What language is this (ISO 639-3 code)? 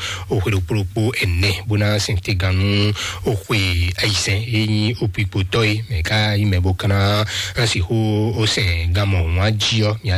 fon